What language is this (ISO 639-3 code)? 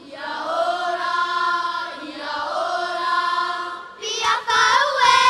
tah